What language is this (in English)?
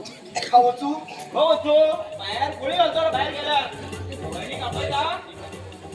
Konkani